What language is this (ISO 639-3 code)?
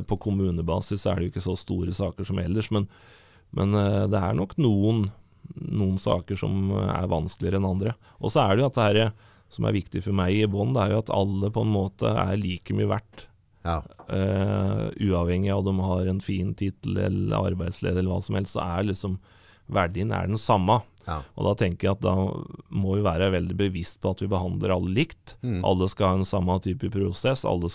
nor